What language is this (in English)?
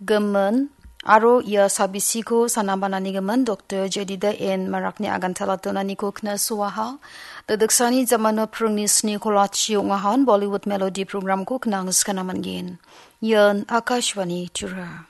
Garo